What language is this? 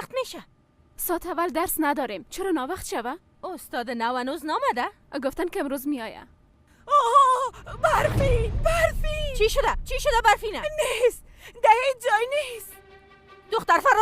Persian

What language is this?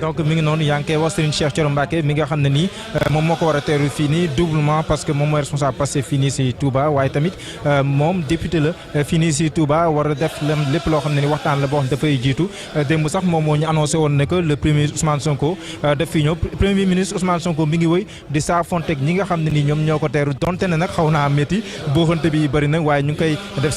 Wolof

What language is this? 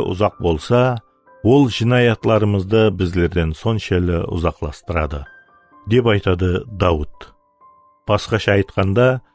Kara-Kalpak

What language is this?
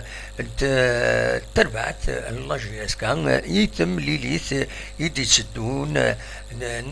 Kabyle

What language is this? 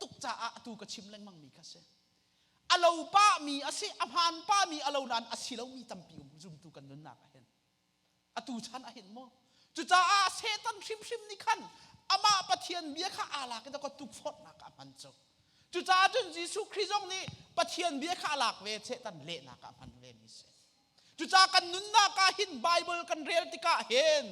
Hakha Chin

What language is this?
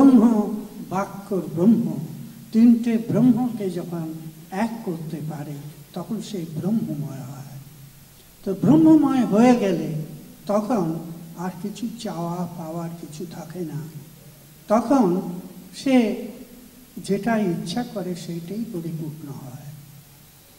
Bangla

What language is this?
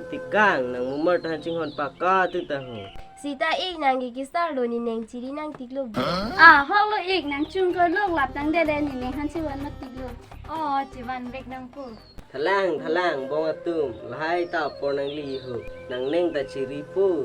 Karbi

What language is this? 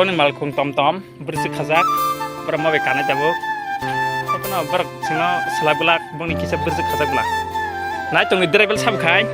Kok Borok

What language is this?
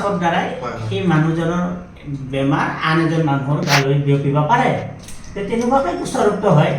Assamese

